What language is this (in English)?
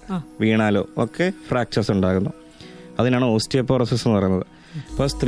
Malayalam